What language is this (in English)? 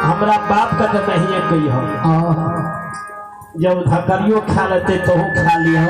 Maithili